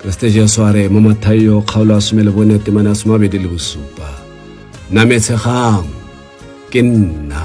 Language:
Tswana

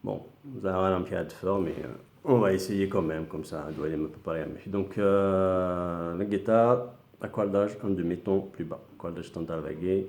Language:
Kabyle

